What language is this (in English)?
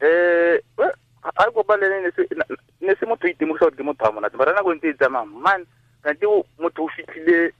Tswana